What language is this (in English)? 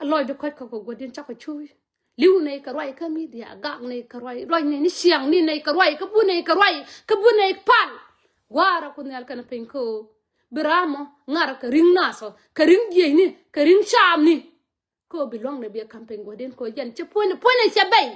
Nuer